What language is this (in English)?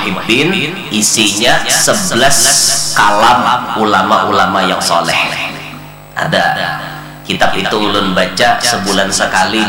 Banjar